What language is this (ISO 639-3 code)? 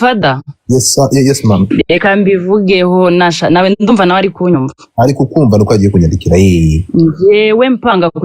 kin